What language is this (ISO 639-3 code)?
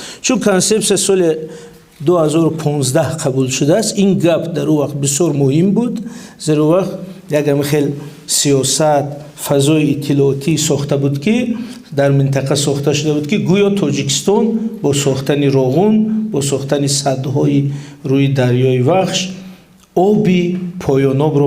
tgk